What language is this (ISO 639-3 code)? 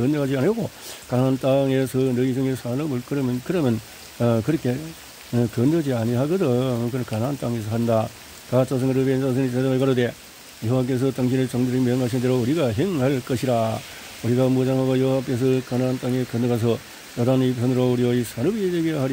kor